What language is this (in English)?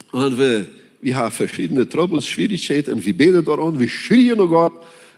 Plautdietsch